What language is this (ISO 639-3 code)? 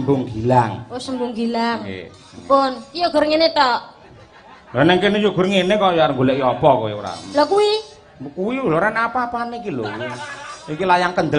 jav